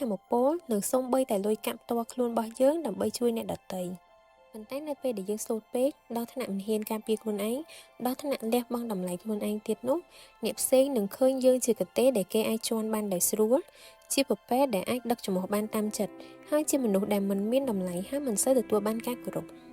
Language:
Khmer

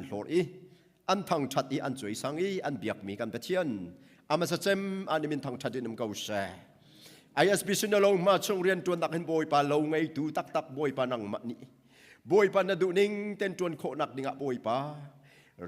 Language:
Hakha Chin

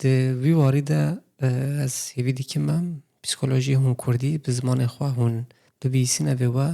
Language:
Kurdish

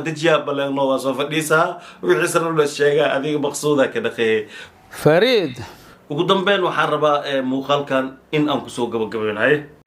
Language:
Somali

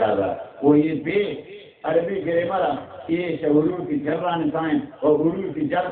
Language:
Baluchi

